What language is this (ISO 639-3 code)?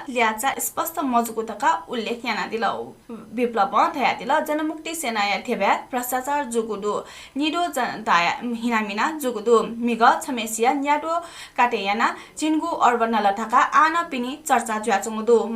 new